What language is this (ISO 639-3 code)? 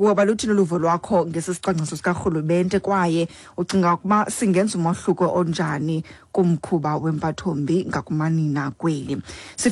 xho